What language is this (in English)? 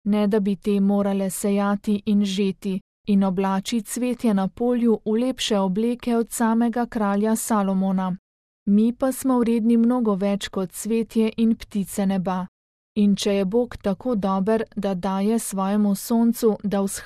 Slovenian